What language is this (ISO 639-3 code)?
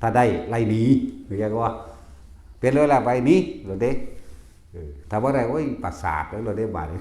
tts